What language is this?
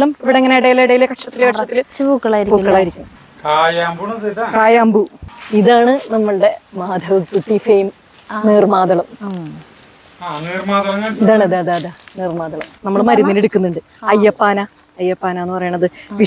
Malayalam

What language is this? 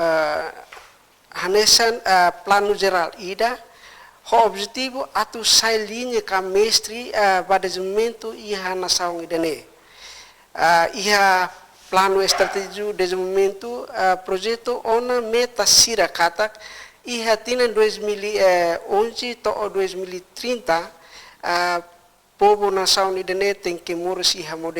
Tetum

